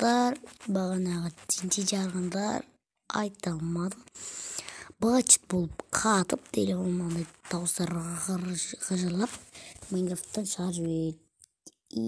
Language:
Kazakh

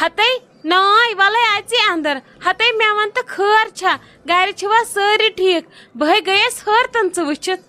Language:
Kashmiri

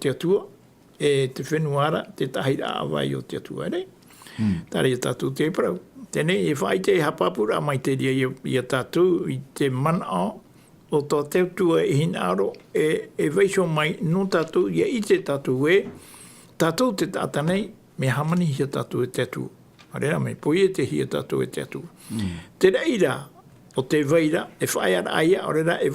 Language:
Tahitian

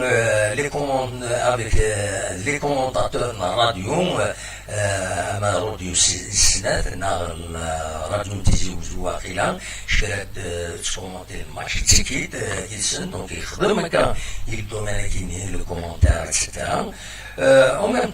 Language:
Kabyle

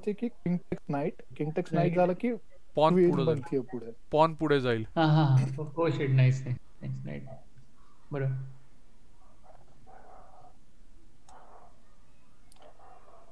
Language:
Marathi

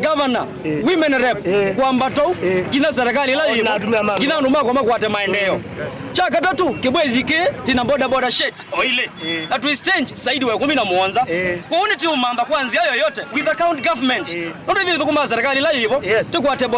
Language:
Kamba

